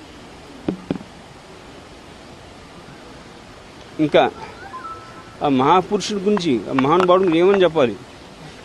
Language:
Telugu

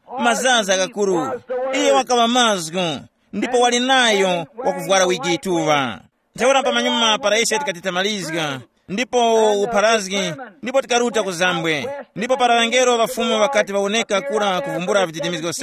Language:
Tumbuka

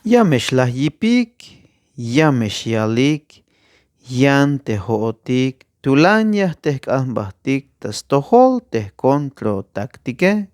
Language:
Tzeltal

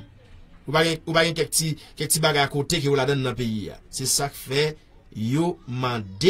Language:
Haitian Creole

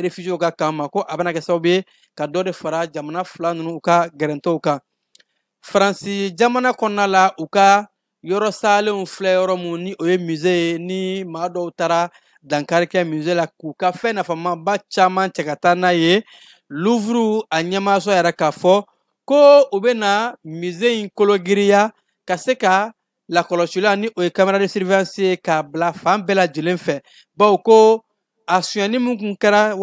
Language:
Bambara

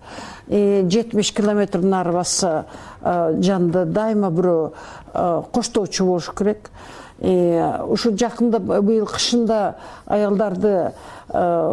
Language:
Kyrgyz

